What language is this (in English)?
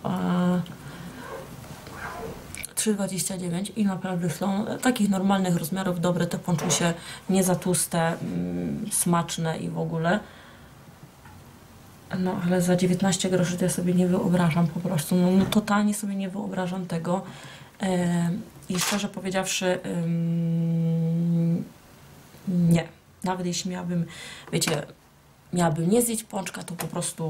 Polish